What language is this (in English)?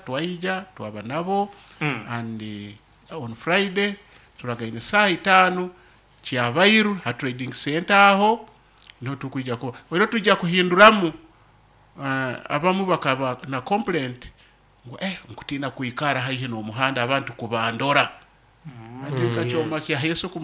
Nyoro